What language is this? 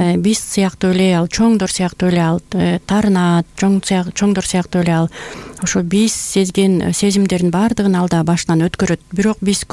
Kyrgyz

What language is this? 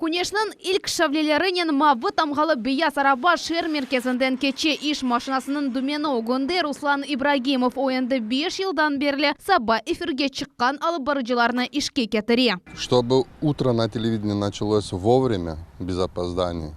Crimean Tatar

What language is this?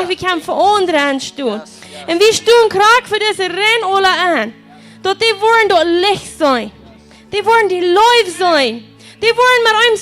Plautdietsch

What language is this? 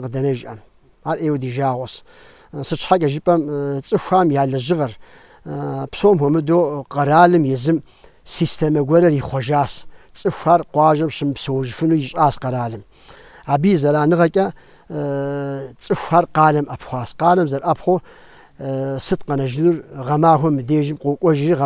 Kabardian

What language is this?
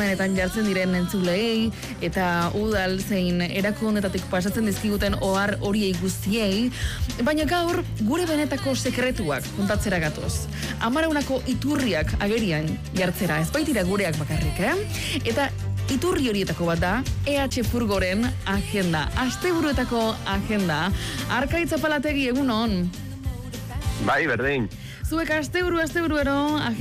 Basque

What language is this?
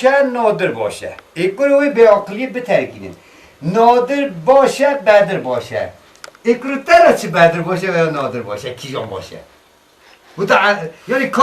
Kurdish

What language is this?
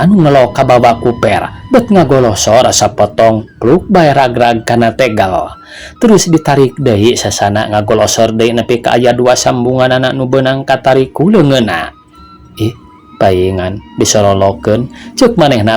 Sundanese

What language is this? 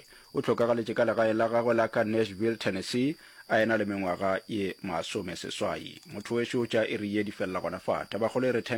Northern Sotho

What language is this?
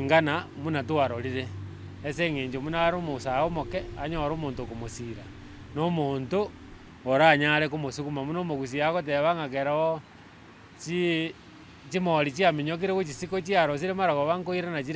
Gusii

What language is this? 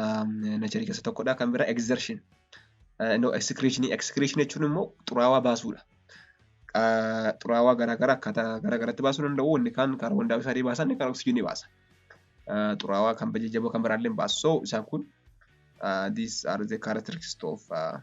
Oromo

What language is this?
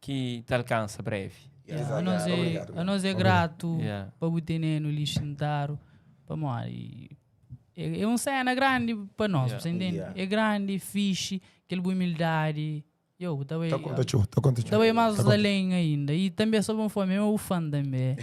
Kabuverdianu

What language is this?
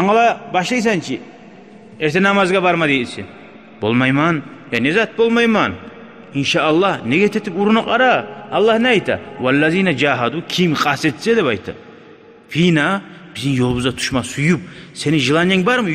Kumyk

